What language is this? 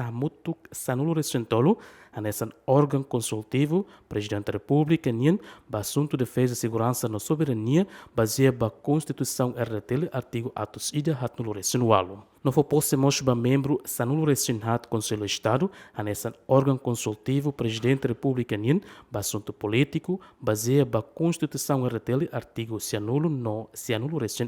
Tetum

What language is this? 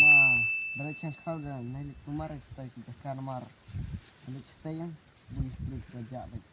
Khasi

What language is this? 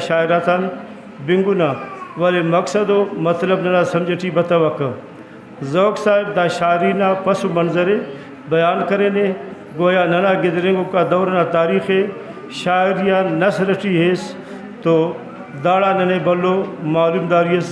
Brahui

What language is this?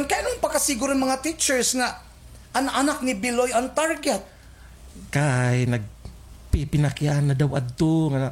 Waray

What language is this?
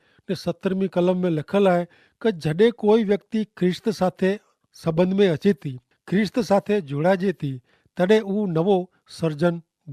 Kachhi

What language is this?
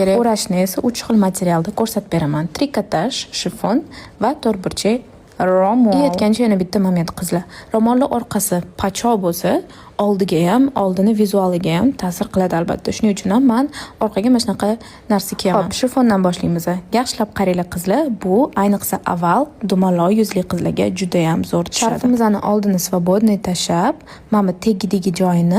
Uzbek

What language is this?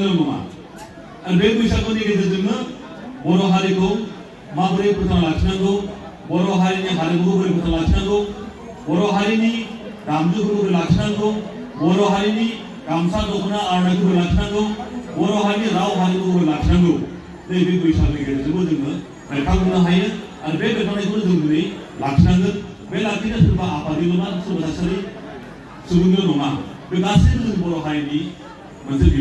Bodo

